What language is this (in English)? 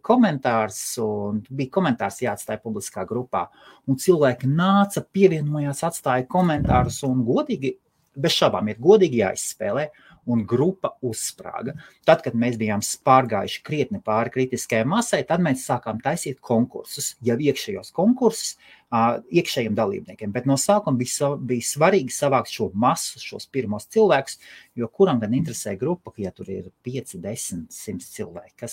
Latvian